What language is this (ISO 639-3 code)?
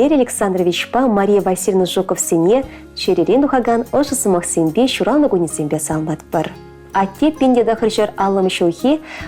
chv